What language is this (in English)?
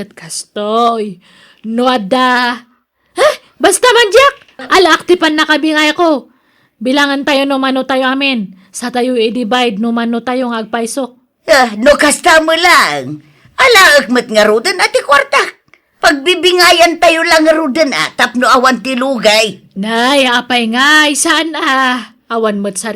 Iloko